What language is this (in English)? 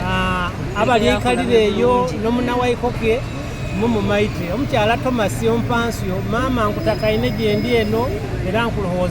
Soga